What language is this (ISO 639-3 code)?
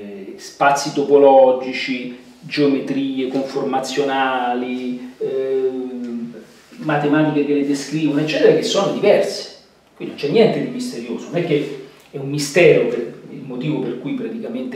ita